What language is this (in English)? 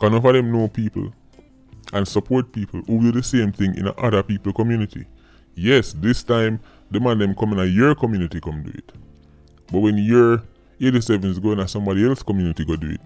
Jamaican Creole English